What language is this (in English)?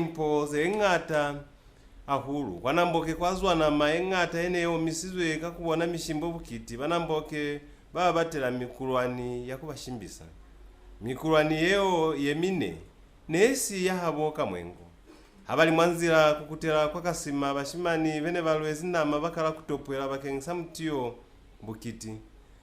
Lozi